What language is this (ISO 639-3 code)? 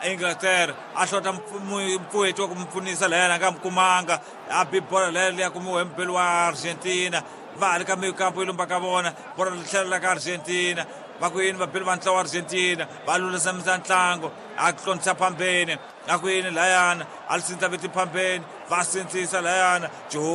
tso